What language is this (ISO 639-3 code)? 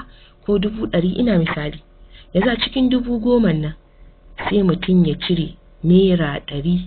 hau